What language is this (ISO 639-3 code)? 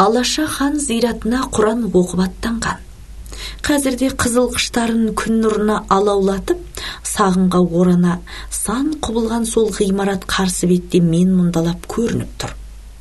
kaz